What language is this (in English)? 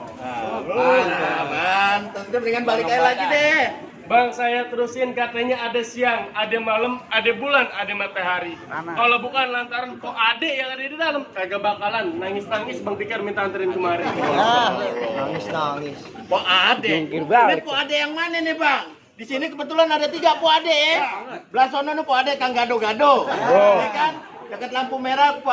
Betawi